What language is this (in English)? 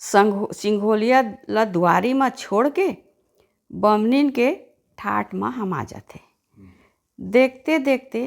Chhattisgarhi